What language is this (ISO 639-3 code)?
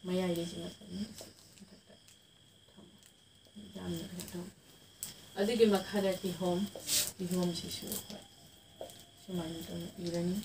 mni